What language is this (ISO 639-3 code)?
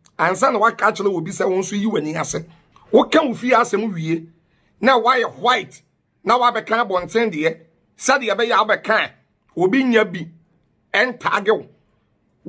aka